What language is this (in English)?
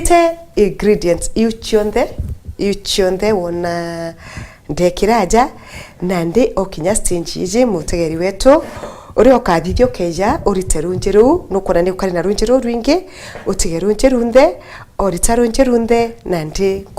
Meru